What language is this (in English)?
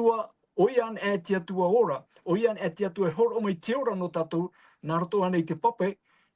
Tahitian